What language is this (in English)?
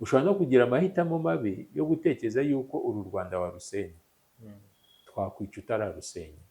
Kinyarwanda